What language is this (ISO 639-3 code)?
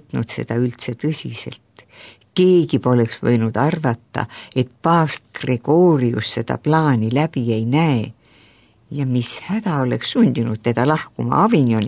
est